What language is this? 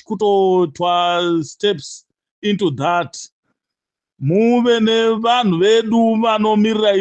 Shona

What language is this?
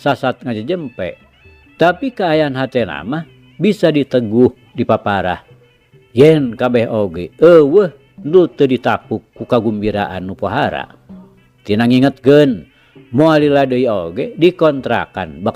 Sundanese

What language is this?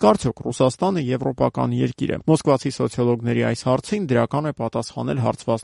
Armenian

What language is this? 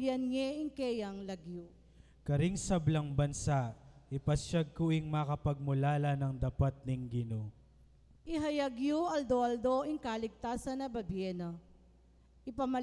Pampanga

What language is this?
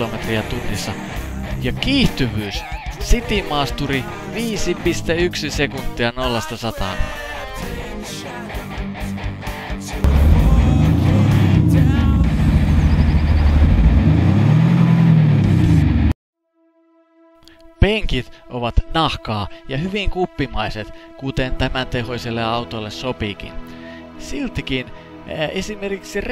Finnish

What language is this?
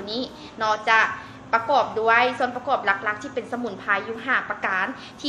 Lao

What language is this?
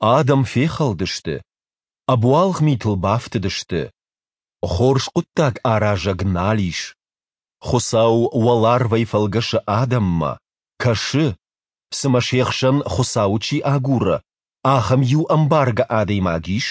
Ossetic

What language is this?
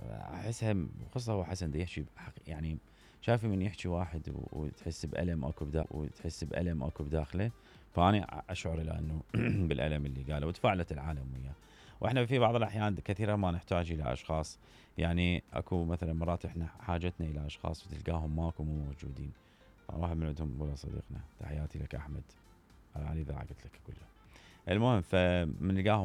Mesopotamian Arabic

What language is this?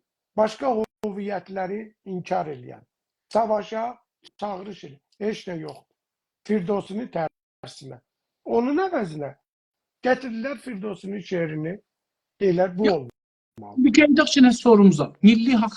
South Azerbaijani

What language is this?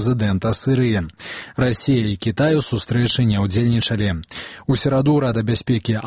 Belarusian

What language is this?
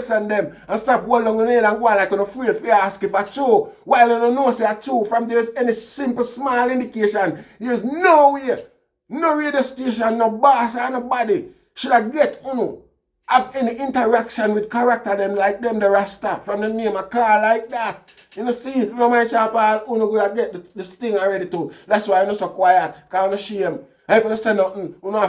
Jamaican Creole English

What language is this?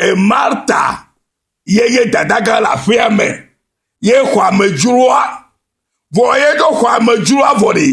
Ewe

